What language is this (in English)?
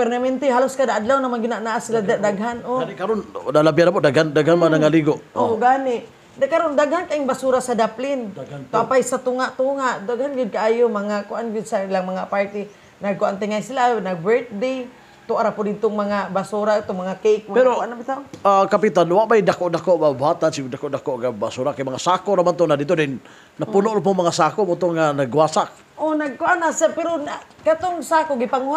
Cebuano